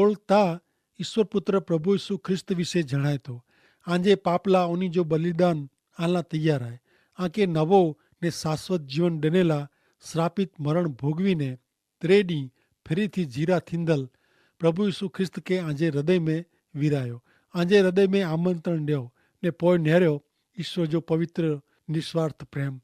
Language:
Kachhi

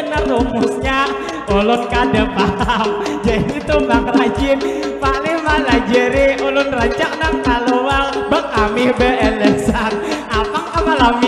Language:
Banjar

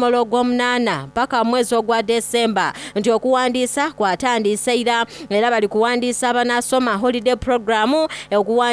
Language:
Soga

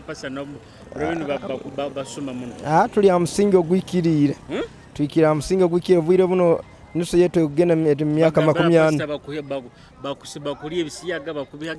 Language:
Nyoro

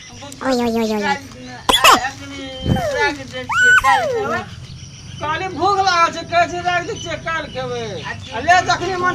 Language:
Maithili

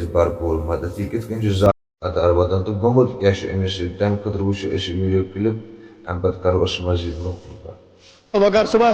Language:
Kashmiri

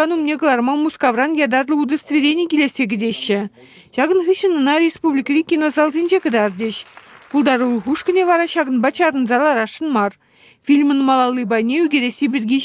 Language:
Chuvash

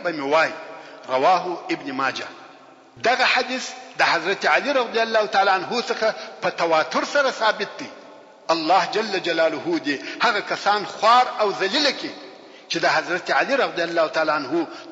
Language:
Pashto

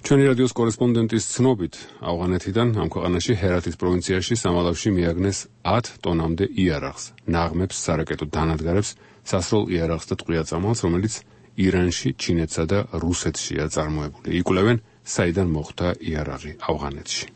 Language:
Georgian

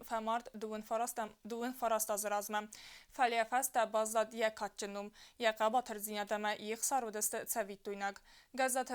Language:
Ossetic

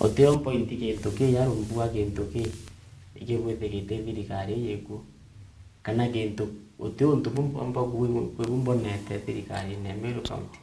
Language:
Meru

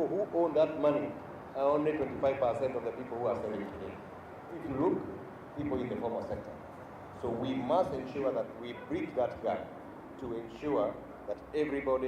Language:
Kamba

